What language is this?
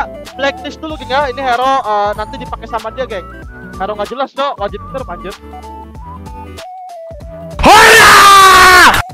Indonesian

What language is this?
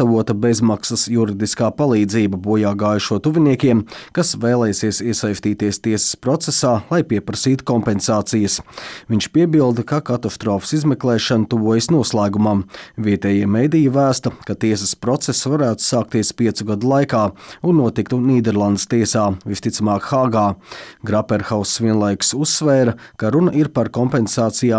Latvian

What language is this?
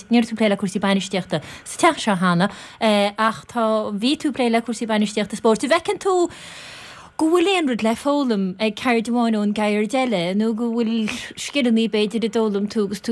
Irish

